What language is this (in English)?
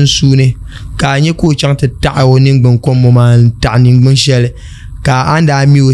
Dagbani